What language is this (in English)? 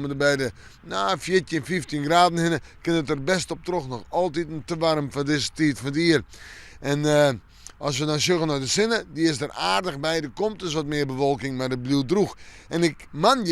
Western Frisian